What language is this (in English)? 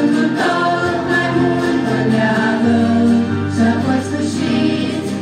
Romanian